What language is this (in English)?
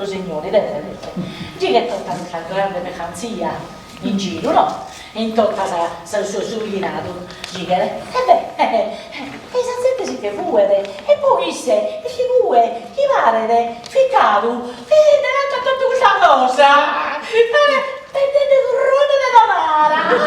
Sardinian